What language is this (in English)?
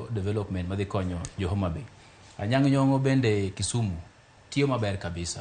Luo (Kenya and Tanzania)